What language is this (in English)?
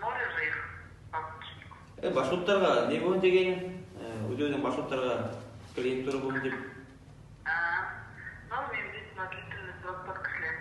Bashkir